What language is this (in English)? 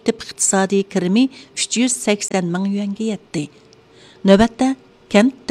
Uyghur